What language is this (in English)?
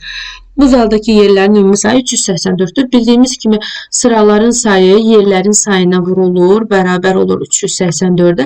Azerbaijani